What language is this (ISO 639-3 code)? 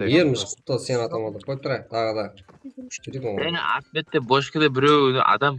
kaa